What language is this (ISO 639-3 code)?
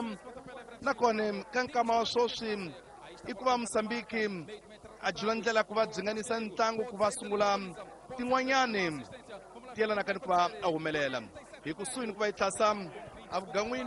tso